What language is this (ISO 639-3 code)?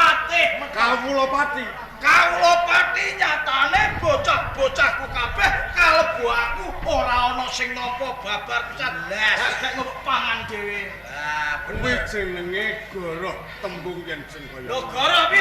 jav